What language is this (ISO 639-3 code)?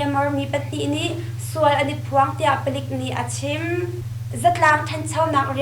cnh